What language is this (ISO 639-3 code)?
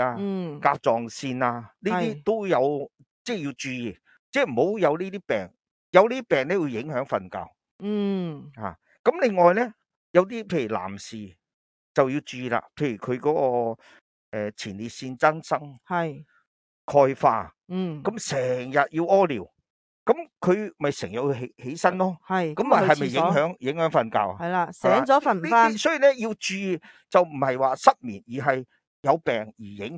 yue